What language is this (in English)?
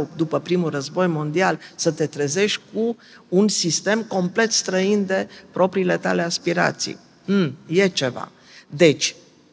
Romanian